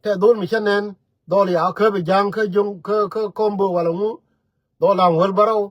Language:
Nuer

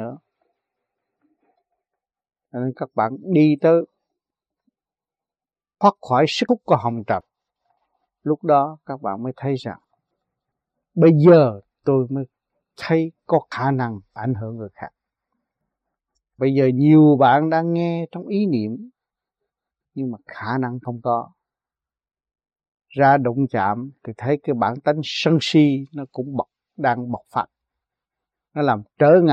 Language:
Vietnamese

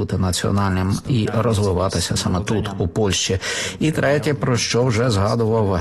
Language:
Ukrainian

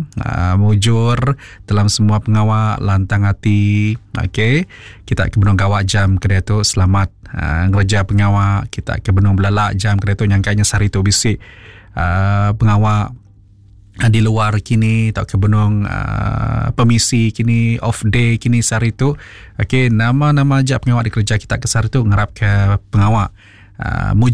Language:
Iban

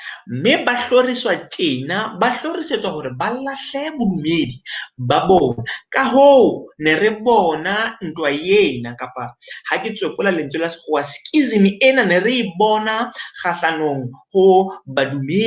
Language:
Southern Sotho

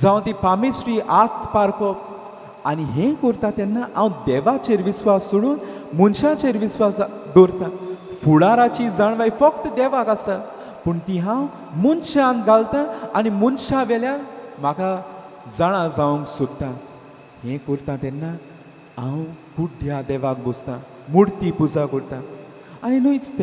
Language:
Konkani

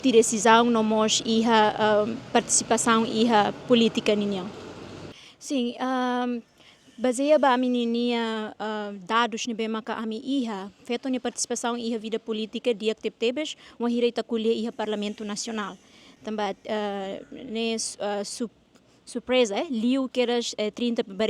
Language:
Tetum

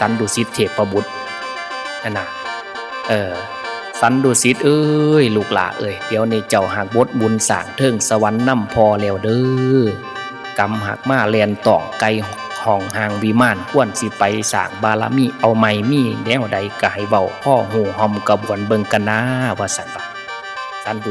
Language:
Northeastern Thai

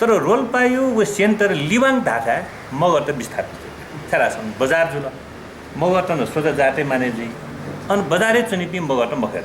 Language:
Newari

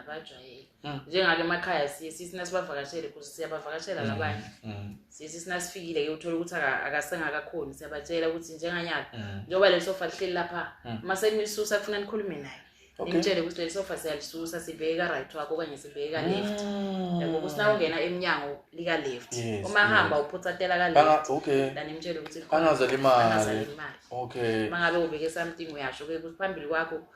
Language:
Zulu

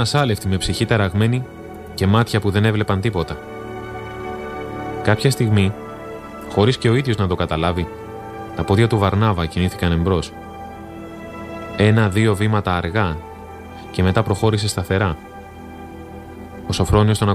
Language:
Greek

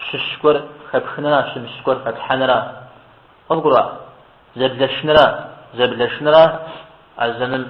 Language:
Kabardian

